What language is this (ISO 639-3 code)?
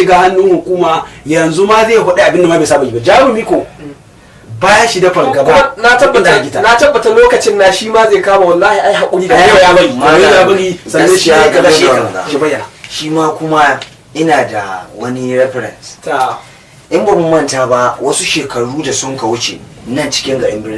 hau